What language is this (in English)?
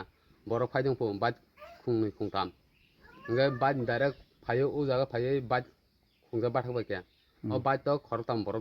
Kok Borok